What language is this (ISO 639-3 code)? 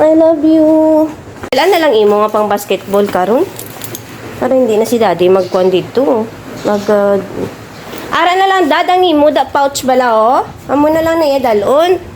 hil